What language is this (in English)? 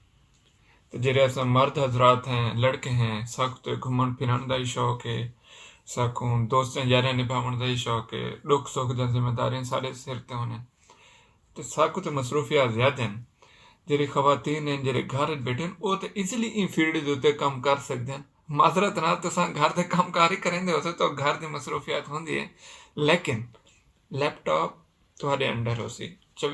Saraiki